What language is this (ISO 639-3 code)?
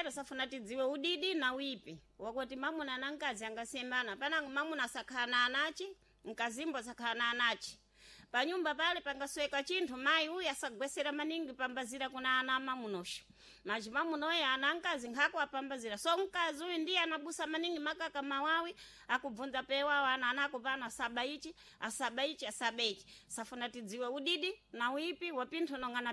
seh